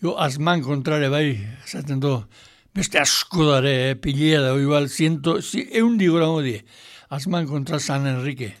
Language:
Basque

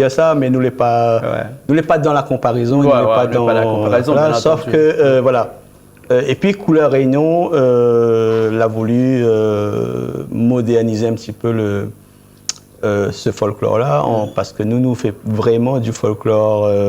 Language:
Réunion Creole French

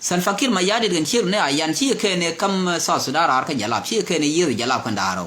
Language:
Nuer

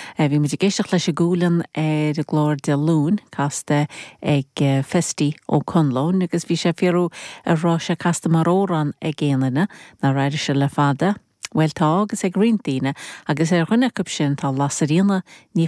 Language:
Irish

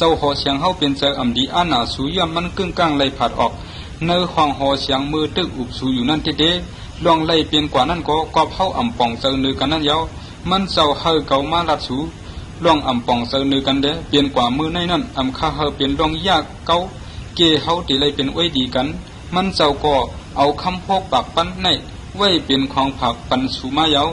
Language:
Shan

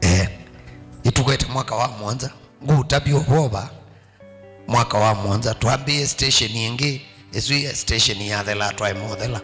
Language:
Kamba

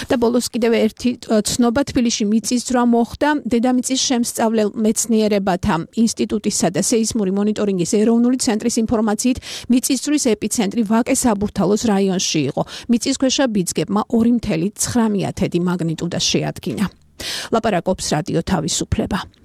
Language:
Georgian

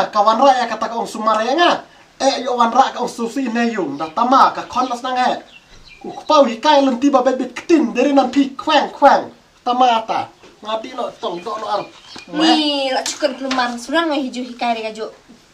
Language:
Khasi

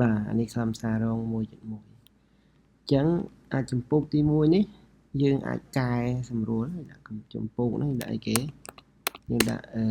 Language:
Khmer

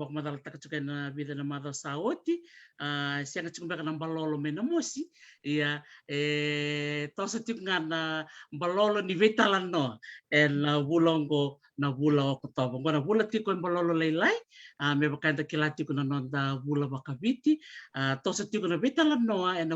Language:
Fijian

